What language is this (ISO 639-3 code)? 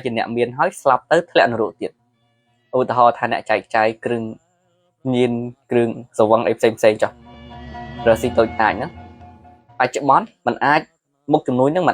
khm